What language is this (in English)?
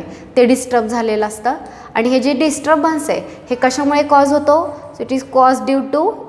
Marathi